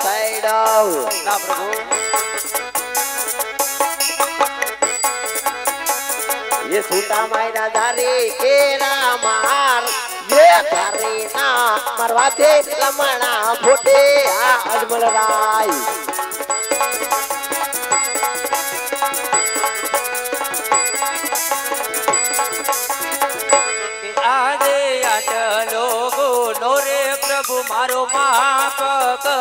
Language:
Gujarati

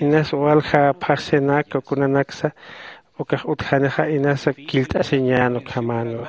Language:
Aymara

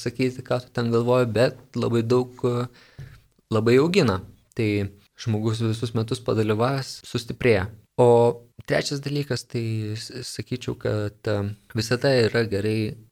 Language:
Lithuanian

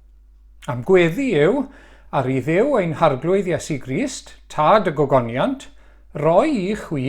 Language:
Welsh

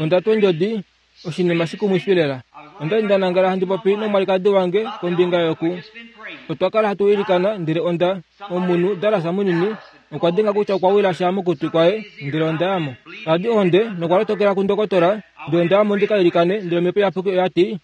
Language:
Kuanyama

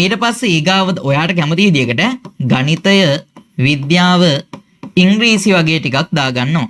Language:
Sinhala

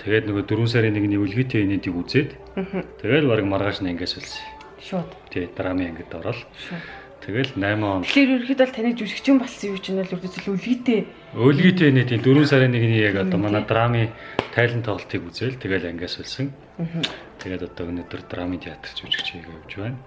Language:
Mongolian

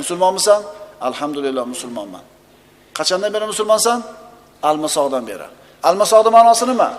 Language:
Uzbek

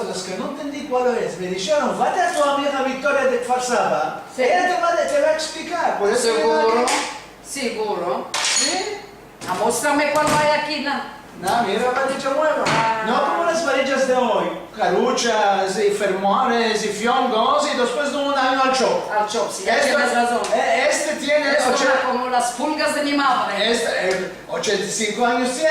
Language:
Ladino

